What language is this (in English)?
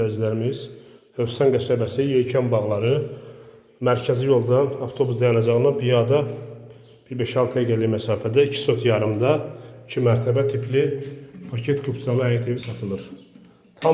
Azerbaijani